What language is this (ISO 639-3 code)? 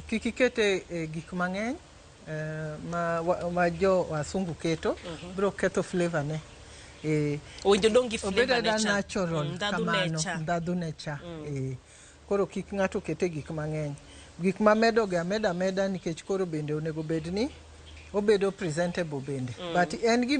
luo